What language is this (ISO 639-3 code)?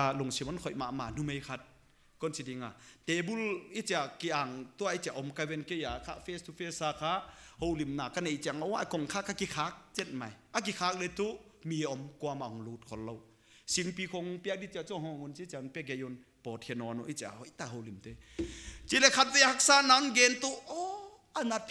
pck